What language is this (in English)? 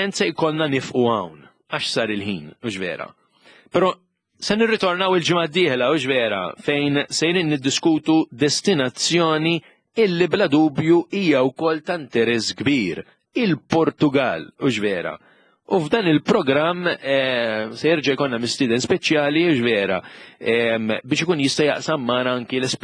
Maltese